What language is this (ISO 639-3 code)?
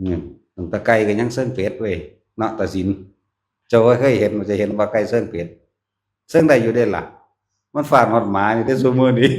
tts